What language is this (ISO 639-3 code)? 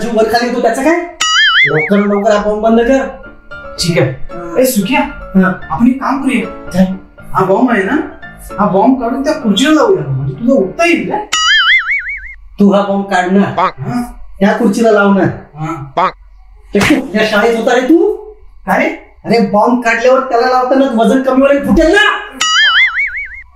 mar